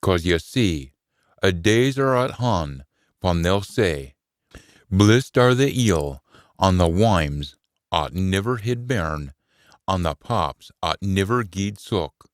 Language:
Scots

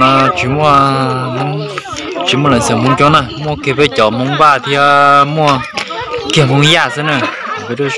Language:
Hmong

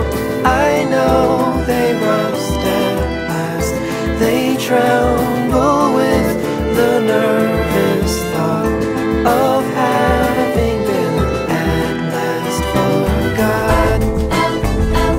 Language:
Icelandic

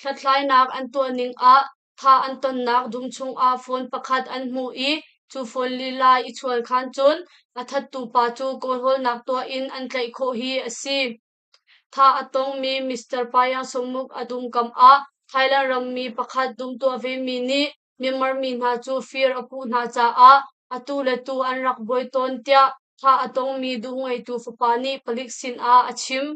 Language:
Hakha Chin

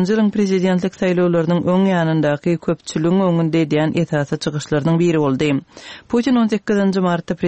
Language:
Turkmen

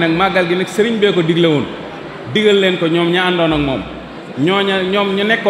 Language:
Wolof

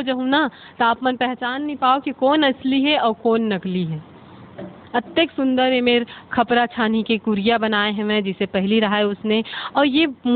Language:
Chhattisgarhi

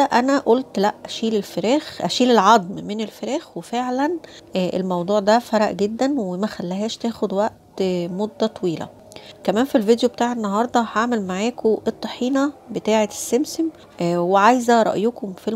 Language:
Egyptian Arabic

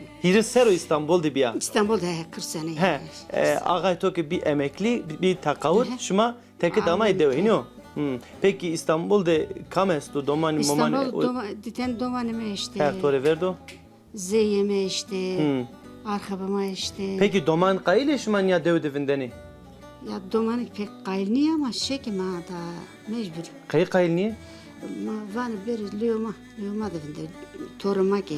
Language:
Zaza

